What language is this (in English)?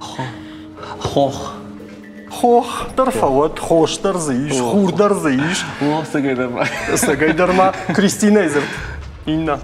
Ossetic